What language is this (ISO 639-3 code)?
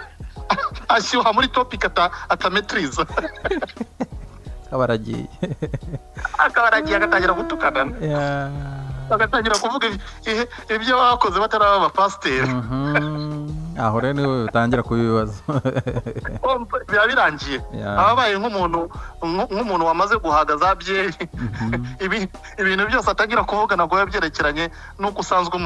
kin